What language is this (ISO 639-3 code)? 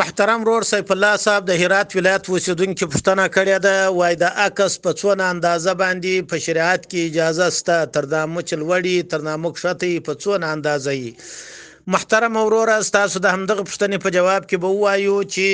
pus